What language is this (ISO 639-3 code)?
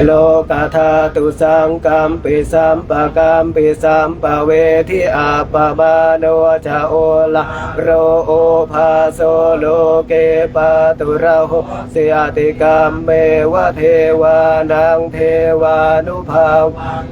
pli